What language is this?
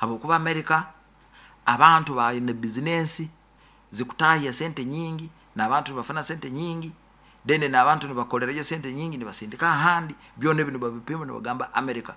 Nyoro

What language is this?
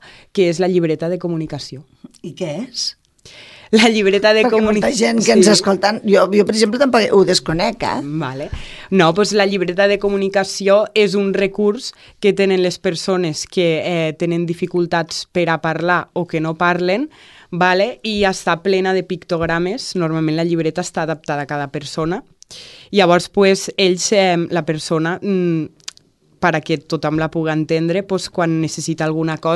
Catalan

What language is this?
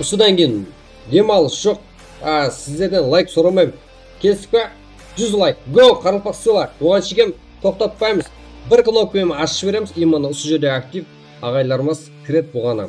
Kara-Kalpak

